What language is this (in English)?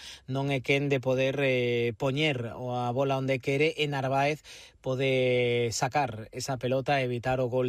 Galician